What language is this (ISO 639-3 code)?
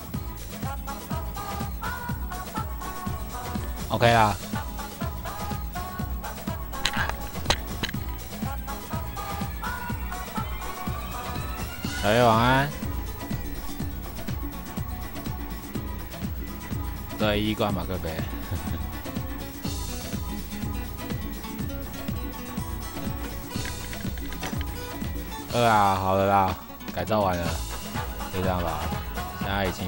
zho